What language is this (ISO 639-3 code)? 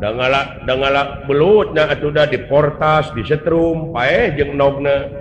sun